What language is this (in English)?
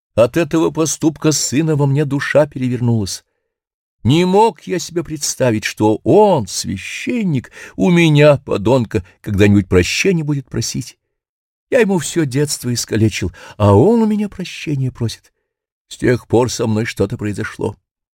Russian